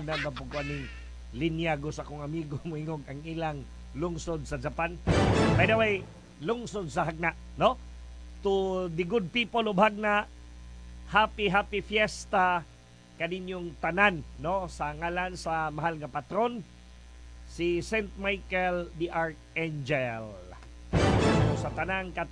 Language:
Cebuano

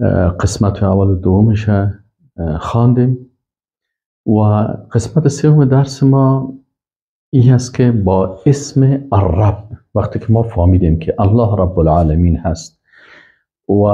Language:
Persian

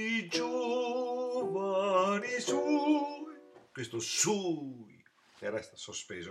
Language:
Italian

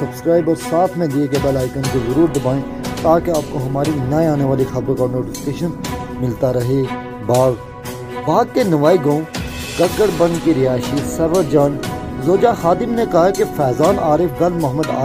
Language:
Urdu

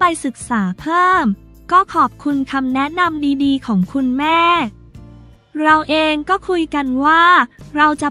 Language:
Thai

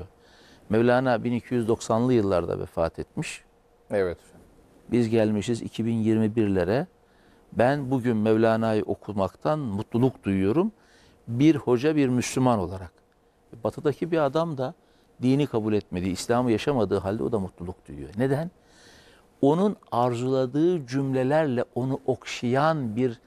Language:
Turkish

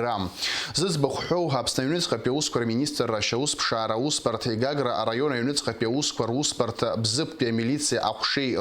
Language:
Abkhazian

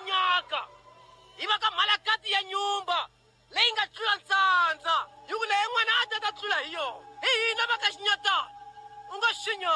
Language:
Tsonga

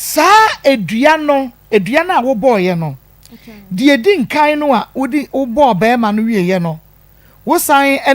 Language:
Akan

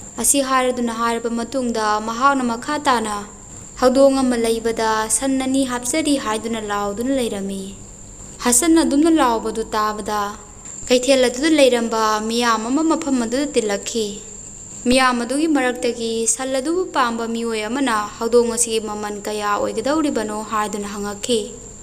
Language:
Manipuri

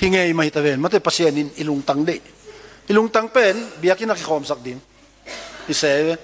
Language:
Tedim Chin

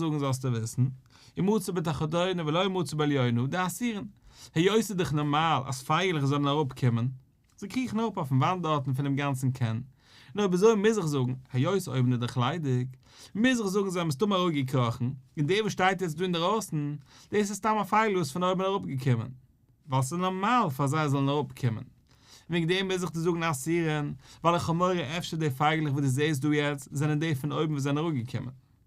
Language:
Yiddish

